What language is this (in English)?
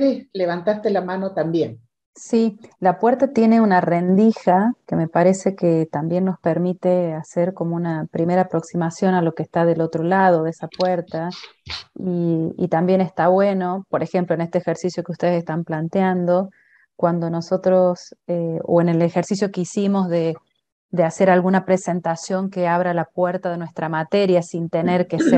Spanish